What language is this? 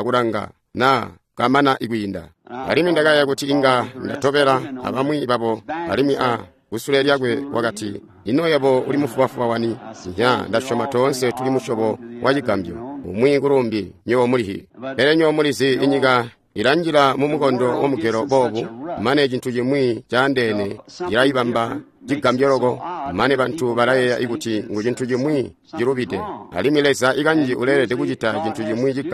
Tonga (Zambia)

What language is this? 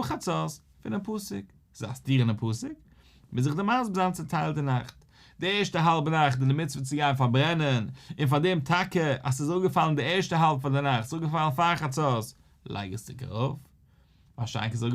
Yiddish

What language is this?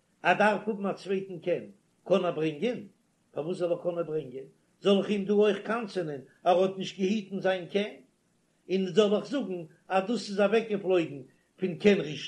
Yiddish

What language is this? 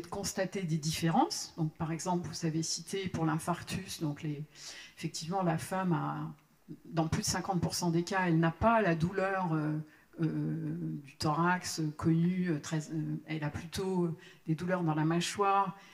French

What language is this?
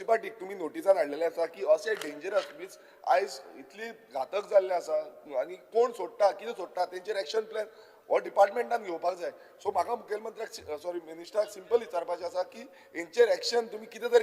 Konkani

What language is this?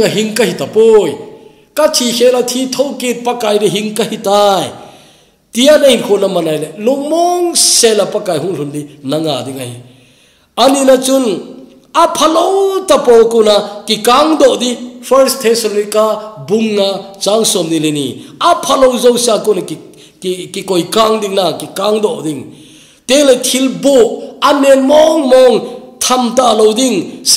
Thado Chin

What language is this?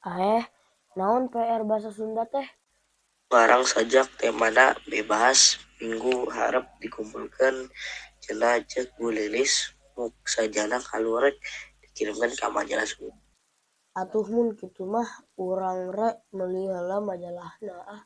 Sundanese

